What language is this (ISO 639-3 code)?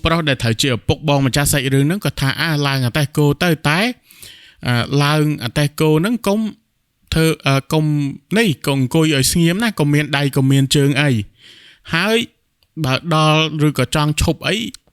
khm